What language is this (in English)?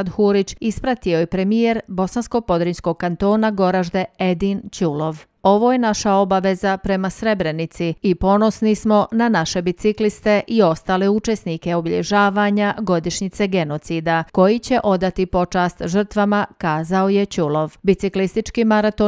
Bosnian